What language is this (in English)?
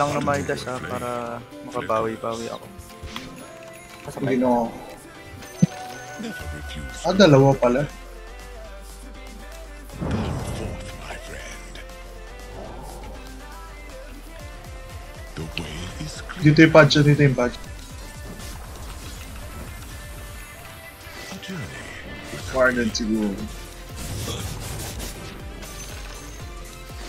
Filipino